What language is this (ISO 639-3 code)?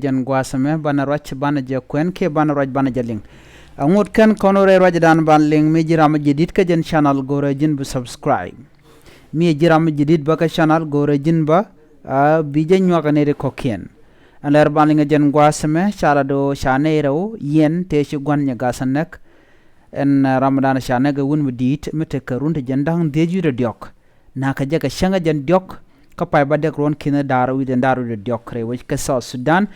nus